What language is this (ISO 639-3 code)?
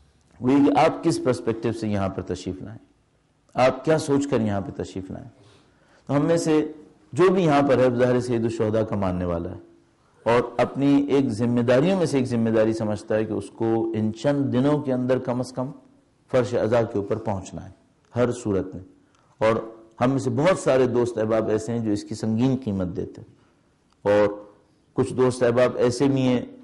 urd